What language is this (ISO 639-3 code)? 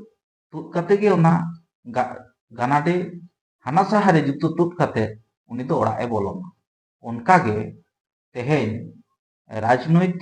sat